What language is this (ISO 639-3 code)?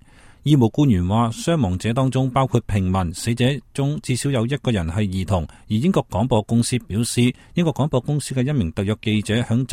yue